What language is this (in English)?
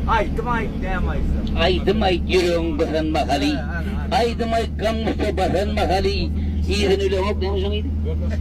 Turkmen